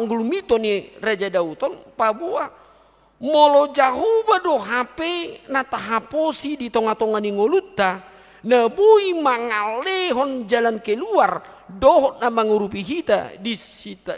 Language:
Batak Toba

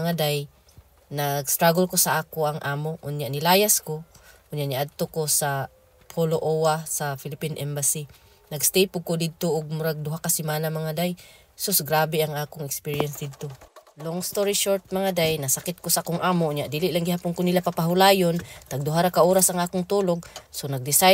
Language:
Cebuano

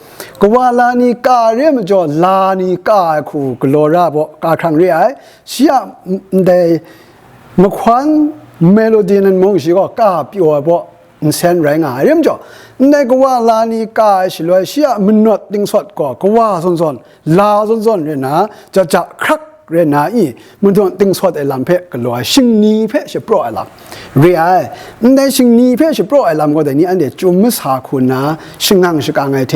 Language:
Kachin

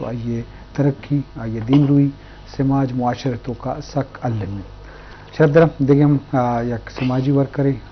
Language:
Eastern Balochi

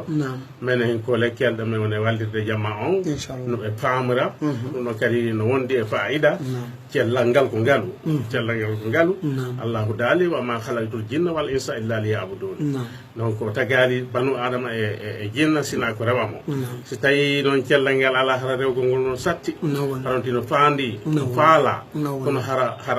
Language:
Fula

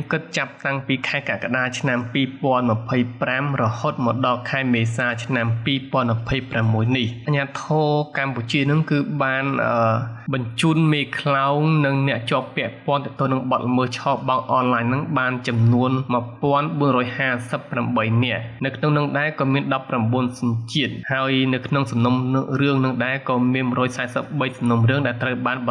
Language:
Khmer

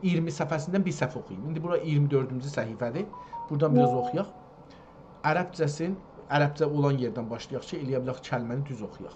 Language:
South Azerbaijani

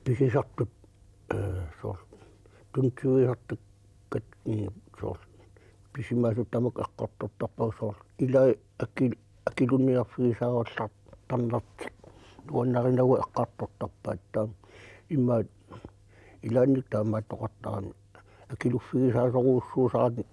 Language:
Kalaallisut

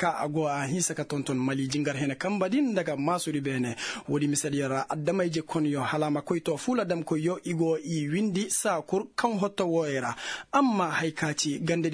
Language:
Koyraboro Senni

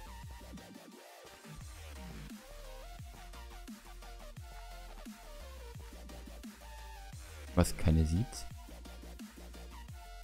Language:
German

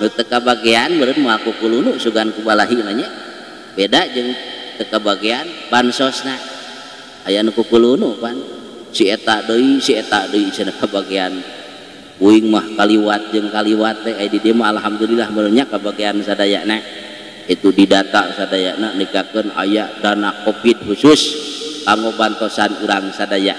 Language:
Sundanese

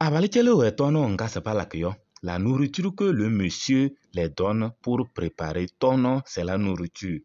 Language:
Kabiyè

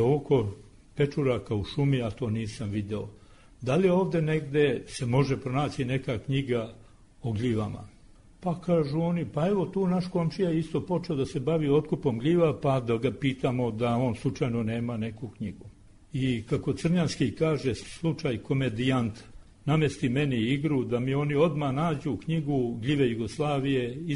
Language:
Serbian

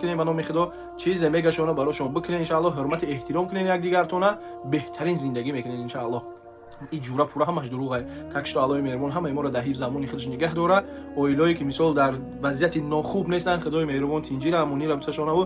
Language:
Tajik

